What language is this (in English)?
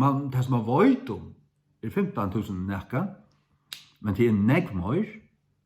Faroese